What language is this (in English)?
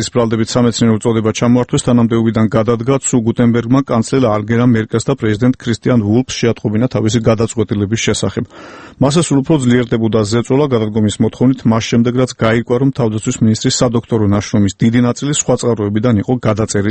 Georgian